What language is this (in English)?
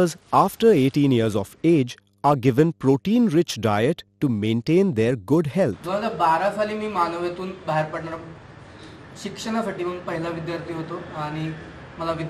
Marathi